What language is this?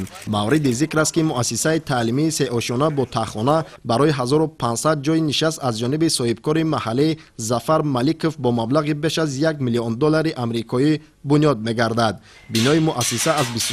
Tajik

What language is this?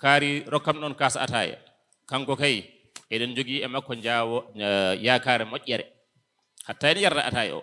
Fula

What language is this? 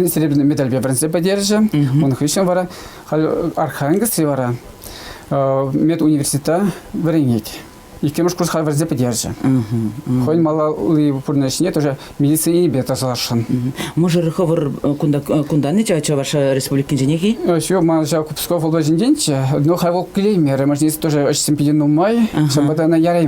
Chuvash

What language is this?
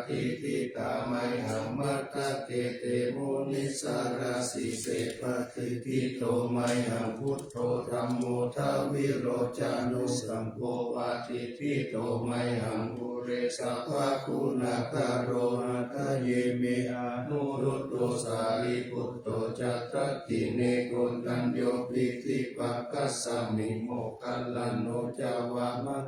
Pali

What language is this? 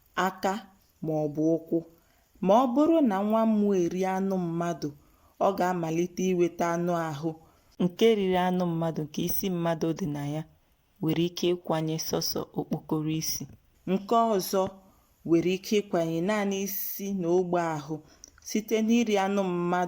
Igbo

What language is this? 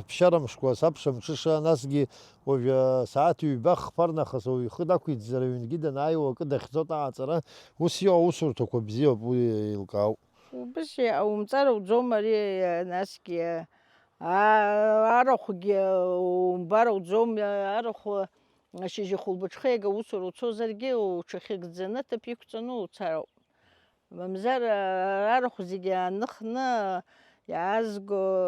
Abkhazian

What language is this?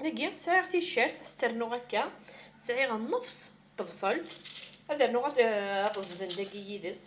Kabyle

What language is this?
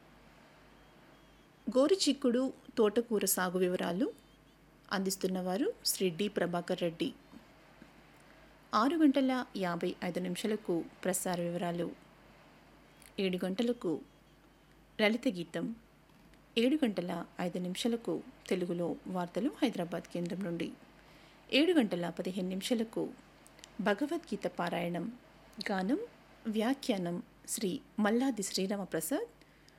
Telugu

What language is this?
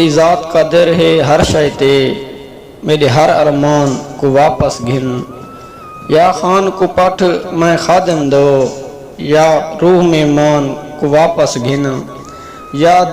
Saraiki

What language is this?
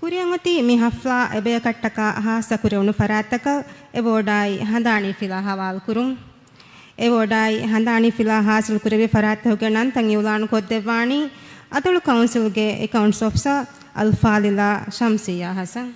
Divehi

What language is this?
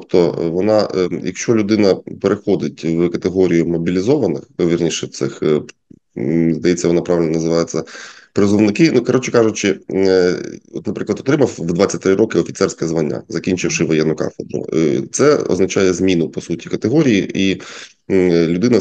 Ukrainian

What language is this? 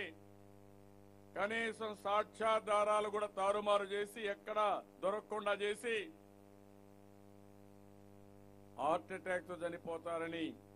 Telugu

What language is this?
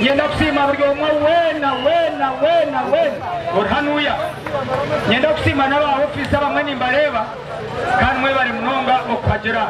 Nyankole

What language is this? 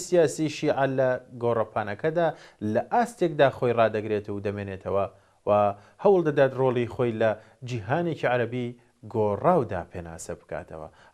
Central Kurdish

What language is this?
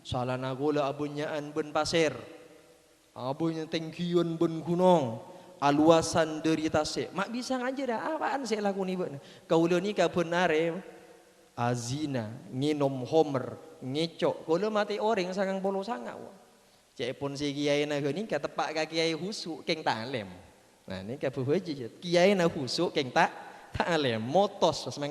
Madurese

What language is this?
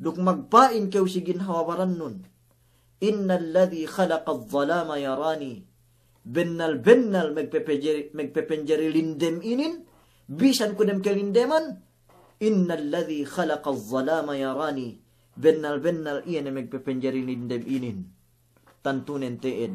Yakan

